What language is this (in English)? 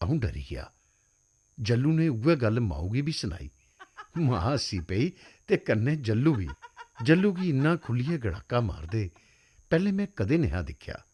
Dogri